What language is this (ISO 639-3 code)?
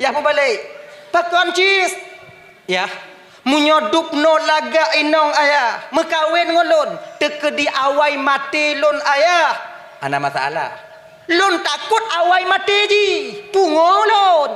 ace